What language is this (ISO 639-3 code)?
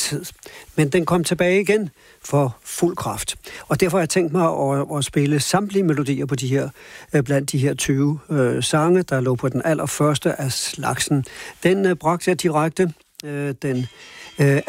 dan